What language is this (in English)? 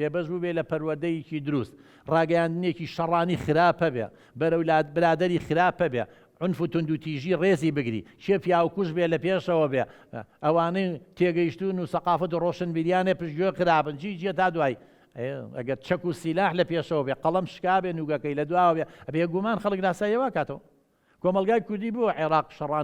Central Kurdish